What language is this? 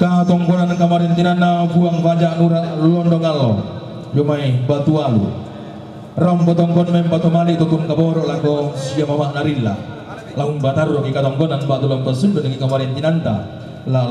Toraja-Sa'dan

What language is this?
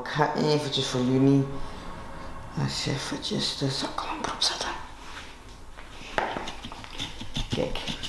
Dutch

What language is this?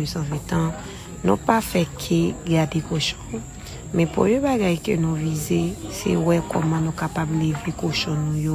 Haitian Creole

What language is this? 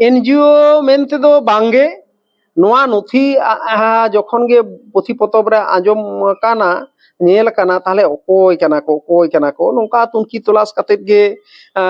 Santali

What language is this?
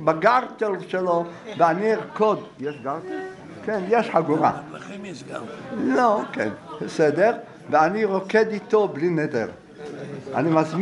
Hebrew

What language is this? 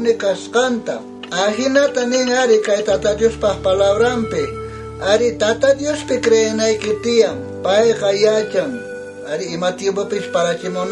South Bolivian Quechua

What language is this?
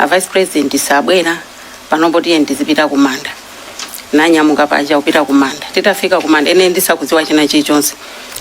Nyanja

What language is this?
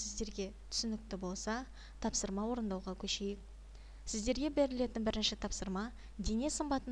Kazakh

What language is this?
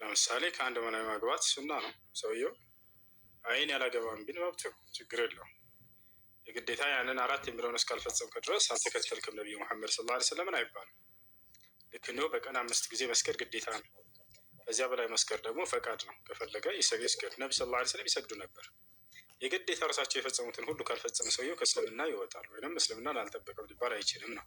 Amharic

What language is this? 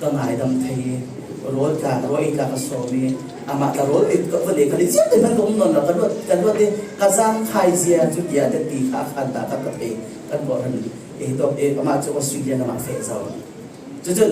Falam Chin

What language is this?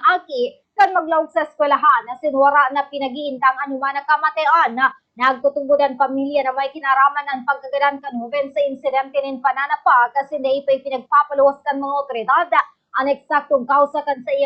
Bikol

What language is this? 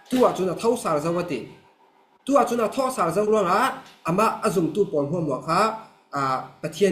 Falam Chin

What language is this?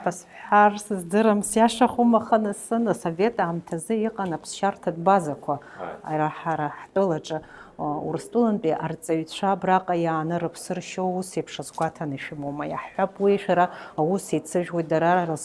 Abkhazian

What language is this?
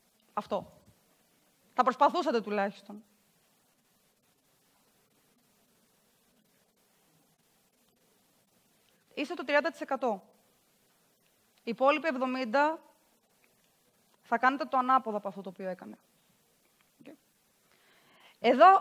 Greek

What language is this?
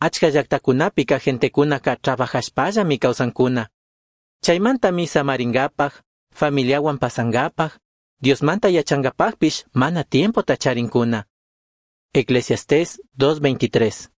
Chimborazo Highland Quichua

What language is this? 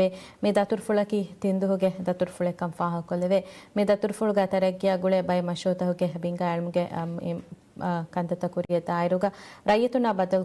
Divehi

